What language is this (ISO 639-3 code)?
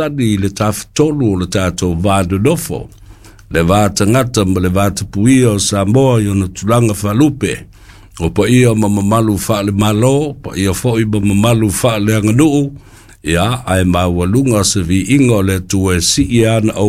smo